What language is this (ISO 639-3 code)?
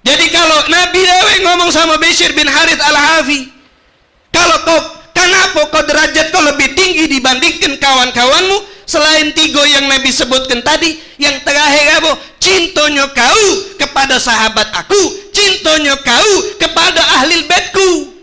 mui